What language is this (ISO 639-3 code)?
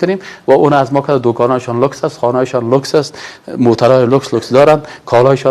fas